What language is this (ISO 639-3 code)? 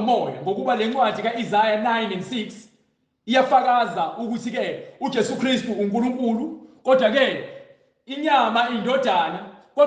zul